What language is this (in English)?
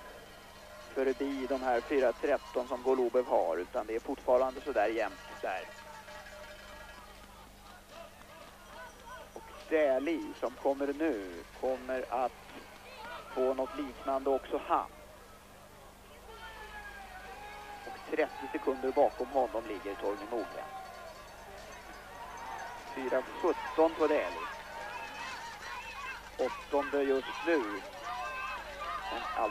Swedish